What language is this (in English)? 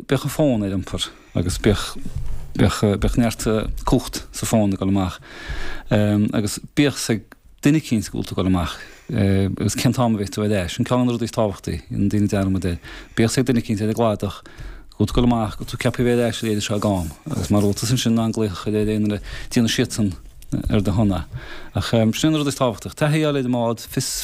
Irish